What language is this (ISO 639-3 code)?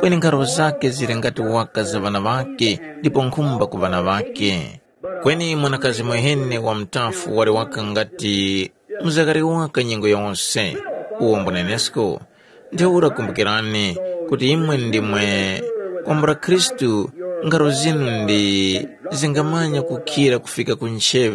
tum